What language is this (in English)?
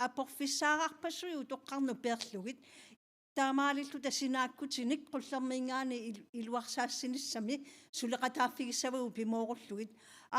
Kalaallisut